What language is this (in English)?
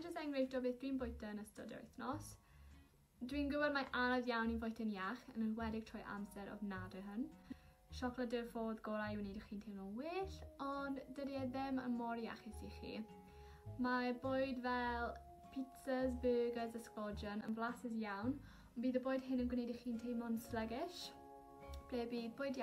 Welsh